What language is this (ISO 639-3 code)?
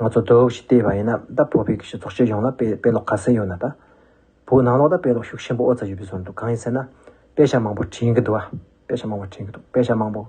bod